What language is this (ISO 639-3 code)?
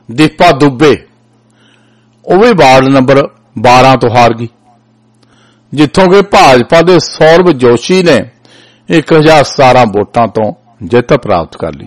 pan